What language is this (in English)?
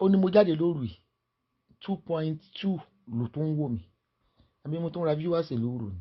Yoruba